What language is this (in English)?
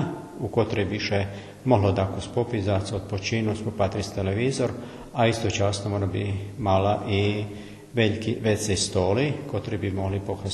Rusyn